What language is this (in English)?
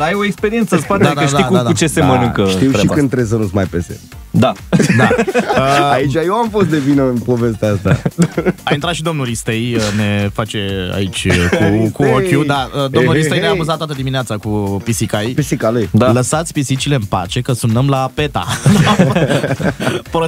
Romanian